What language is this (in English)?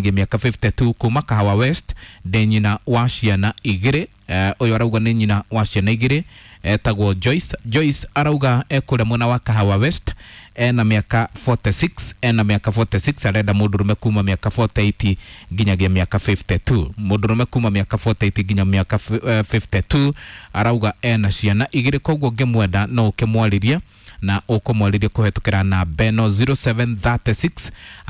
Kikuyu